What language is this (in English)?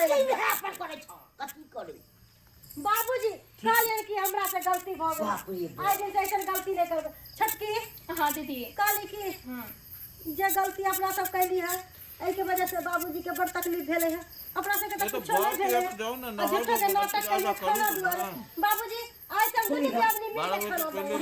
Maithili